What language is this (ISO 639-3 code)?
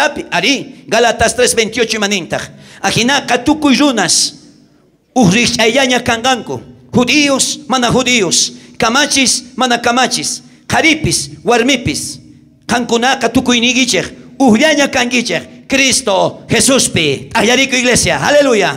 quh